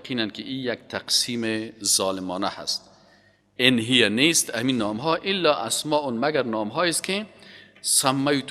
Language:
Persian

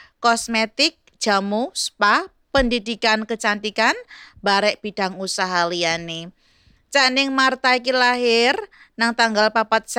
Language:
Javanese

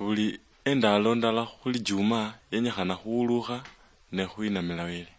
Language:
Luyia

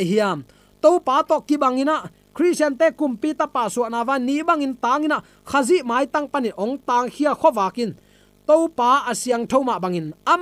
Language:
Tedim Chin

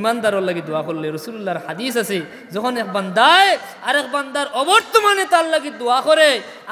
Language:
Sylheti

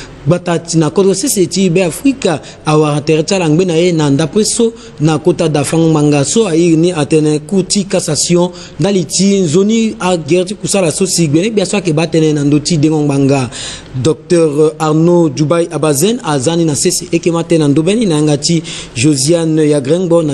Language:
Sango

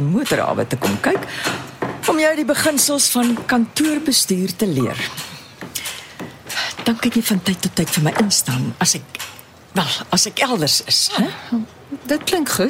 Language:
Afrikaans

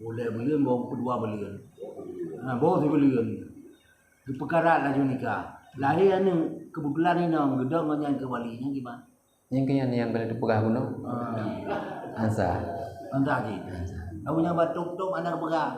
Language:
Achinese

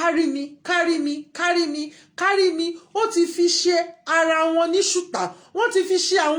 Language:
Yoruba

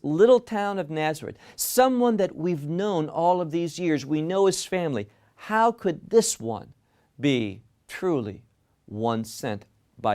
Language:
English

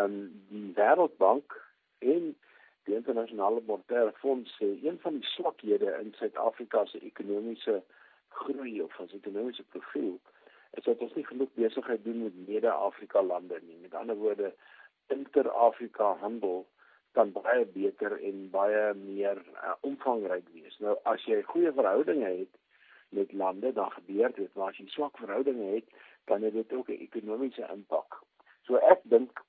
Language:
Afrikaans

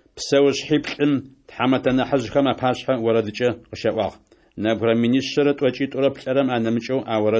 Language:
Adyghe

